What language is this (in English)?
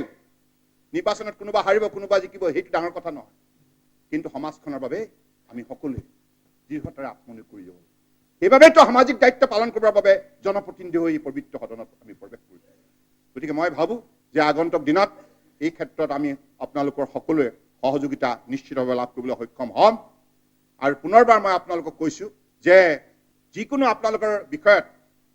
Assamese